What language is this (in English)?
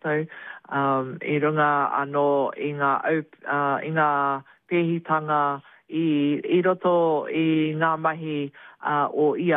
Māori